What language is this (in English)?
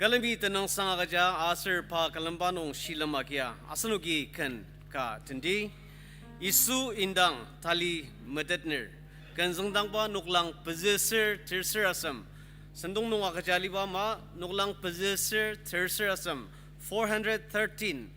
Ao Naga